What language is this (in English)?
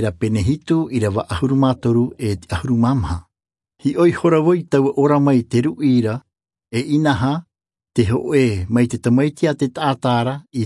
Tahitian